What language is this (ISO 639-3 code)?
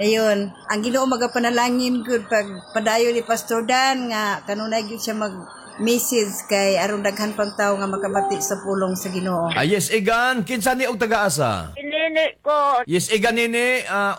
ceb